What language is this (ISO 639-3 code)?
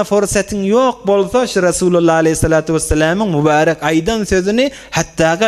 tuk